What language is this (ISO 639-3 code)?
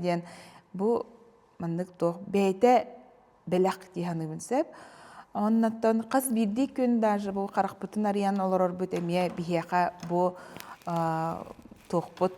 sah